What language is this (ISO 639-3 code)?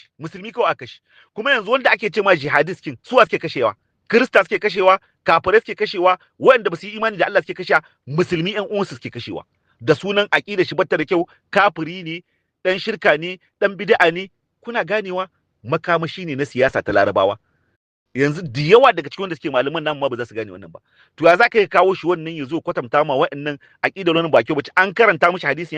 hau